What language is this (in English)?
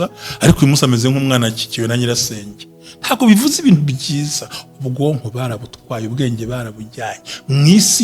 Kinyarwanda